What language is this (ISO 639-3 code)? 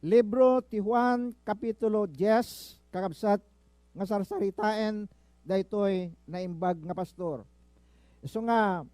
ilo